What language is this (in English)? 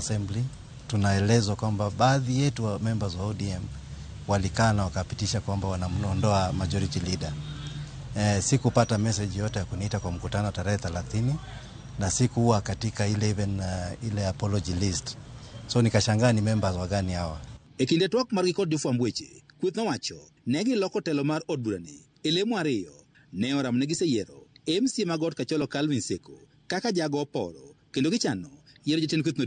Luo (Kenya and Tanzania)